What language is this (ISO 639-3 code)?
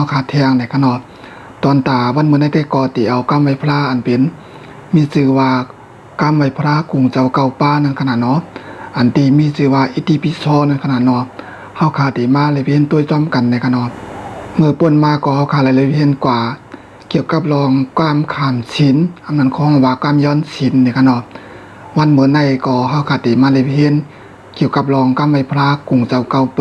shn